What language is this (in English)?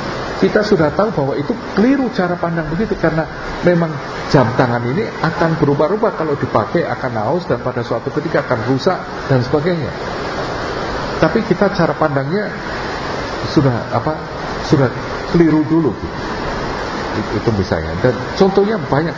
Indonesian